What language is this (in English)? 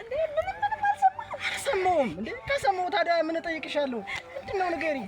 Amharic